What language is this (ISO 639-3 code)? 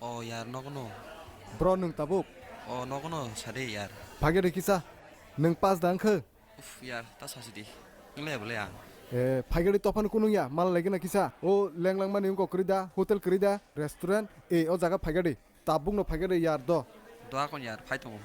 trp